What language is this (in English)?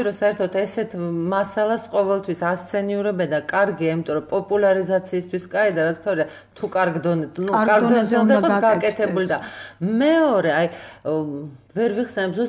Georgian